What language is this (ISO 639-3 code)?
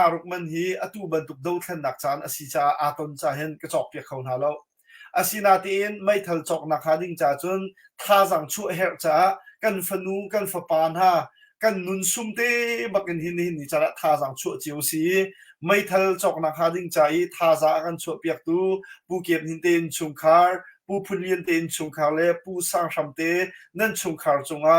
cnh